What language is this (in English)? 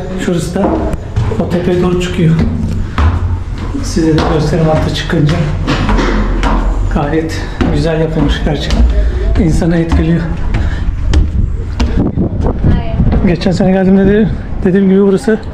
Turkish